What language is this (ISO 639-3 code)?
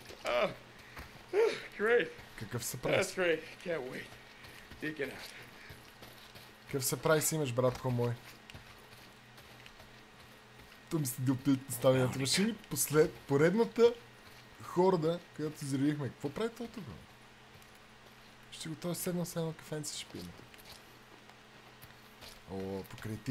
bul